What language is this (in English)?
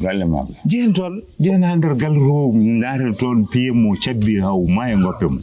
Fula